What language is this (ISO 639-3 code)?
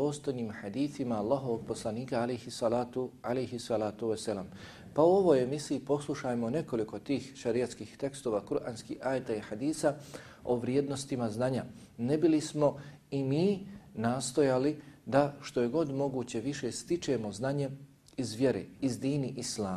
bos